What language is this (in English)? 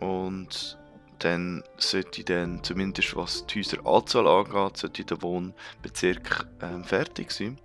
Swiss German